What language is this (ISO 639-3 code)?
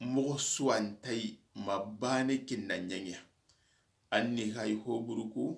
snk